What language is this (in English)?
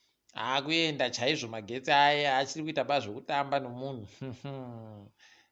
Ndau